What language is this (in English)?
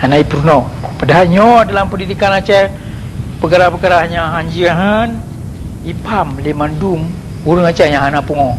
Achinese